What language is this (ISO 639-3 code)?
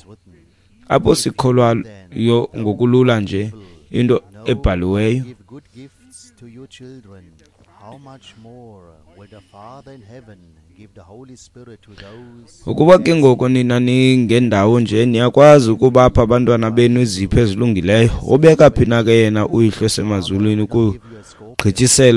xho